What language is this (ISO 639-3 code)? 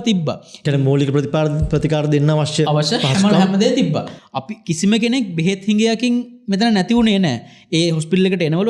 sin